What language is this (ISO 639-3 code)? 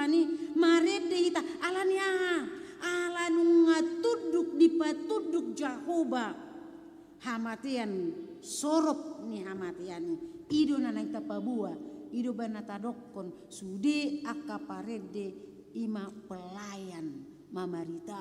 bbc